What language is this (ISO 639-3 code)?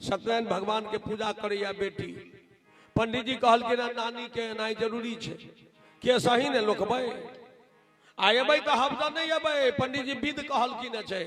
mai